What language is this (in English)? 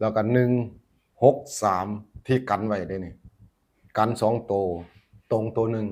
Northeastern Thai